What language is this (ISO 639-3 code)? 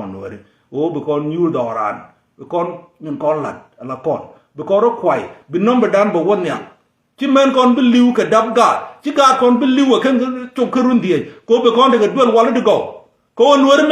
nus